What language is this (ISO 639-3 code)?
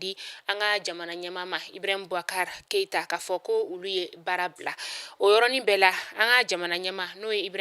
bam